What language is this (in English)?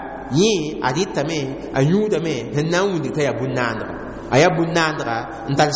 Mossi